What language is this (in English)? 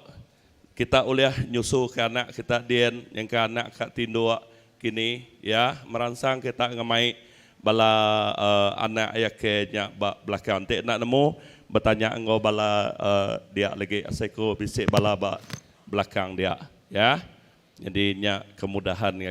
Iban